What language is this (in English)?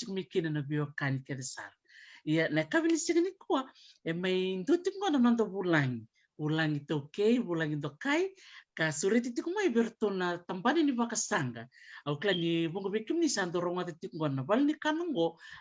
Fijian